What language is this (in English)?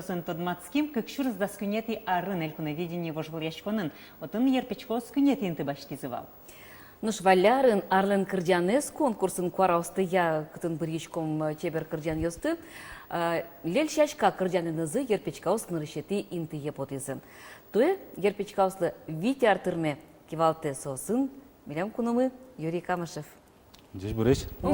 Udmurt